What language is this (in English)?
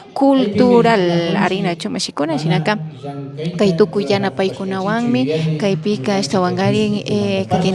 Imbabura Highland Quichua